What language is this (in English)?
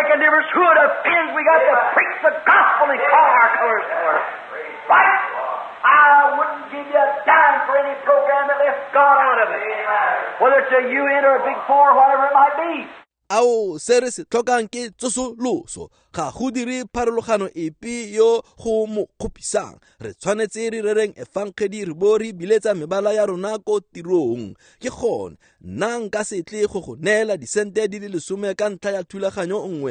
Tswana